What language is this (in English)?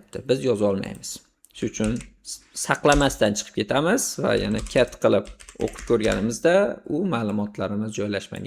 Uzbek